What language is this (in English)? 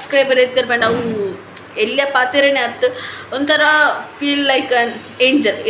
Tulu